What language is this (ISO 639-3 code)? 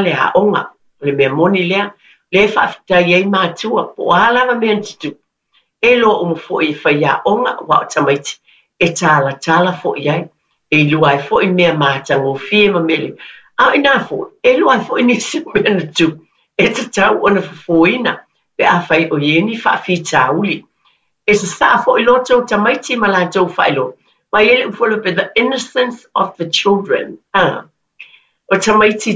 smo